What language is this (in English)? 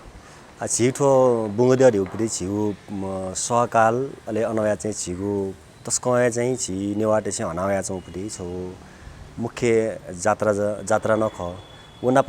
Newari